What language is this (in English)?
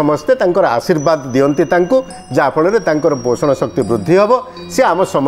Odia